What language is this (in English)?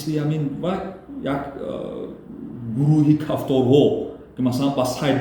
Tajik